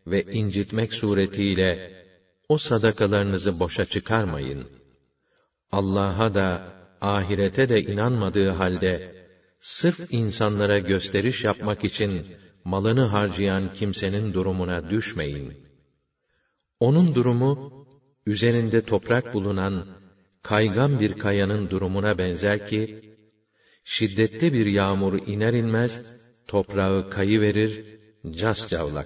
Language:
Turkish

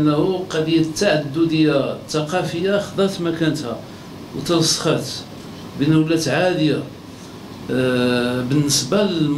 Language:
Moroccan Arabic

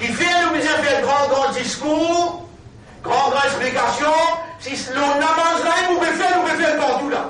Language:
Morisyen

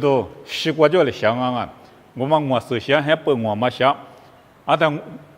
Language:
Lisu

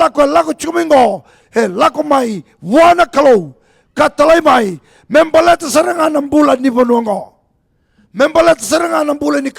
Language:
Fijian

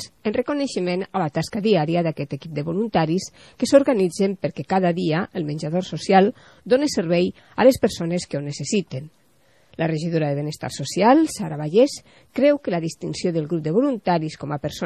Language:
Catalan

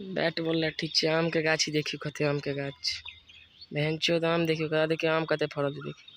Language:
Maithili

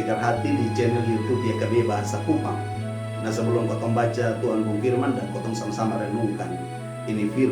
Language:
Kupang Malay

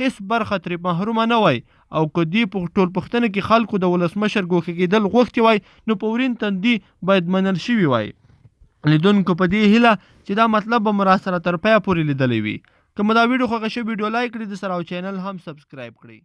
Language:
Pashto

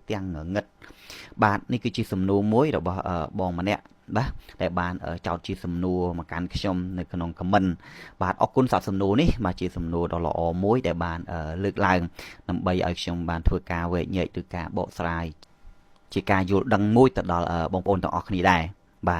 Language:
Khmer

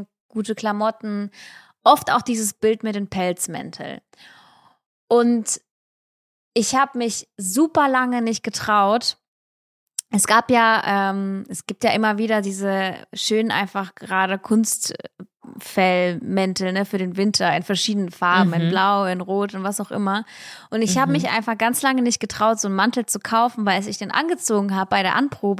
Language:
German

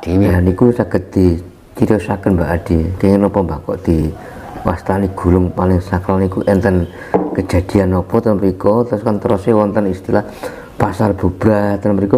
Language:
Javanese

